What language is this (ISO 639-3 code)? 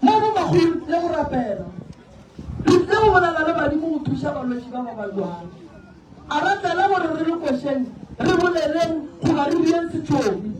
nso